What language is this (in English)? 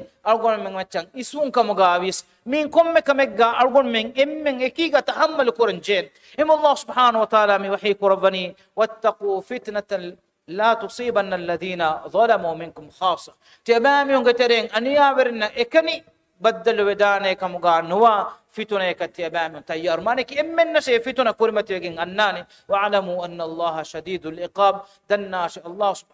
Divehi